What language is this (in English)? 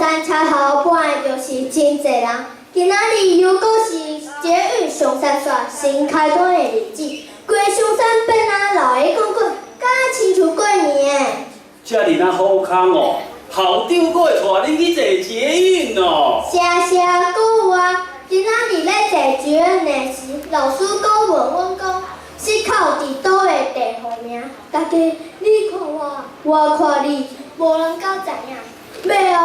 Min Nan Chinese